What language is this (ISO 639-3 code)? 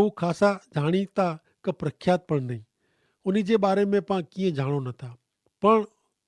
kfr